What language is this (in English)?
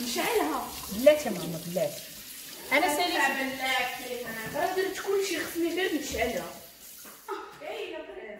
Moroccan Arabic